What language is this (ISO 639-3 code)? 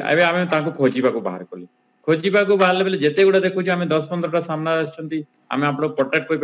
ori